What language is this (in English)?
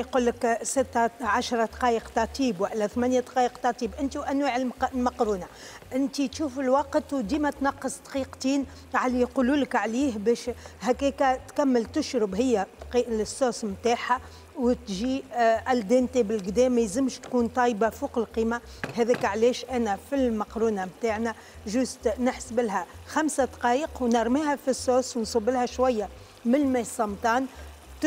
Tunisian Arabic